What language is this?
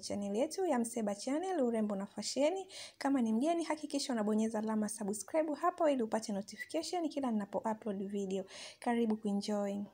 Swahili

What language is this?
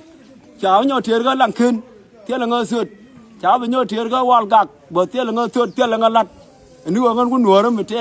Nuer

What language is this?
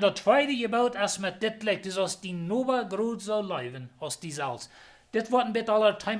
Plautdietsch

